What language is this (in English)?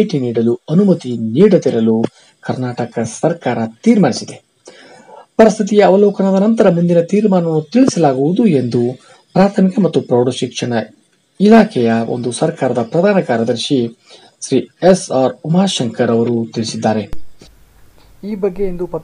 Kannada